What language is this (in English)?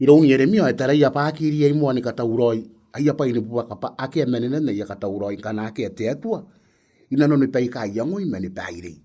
Gilbertese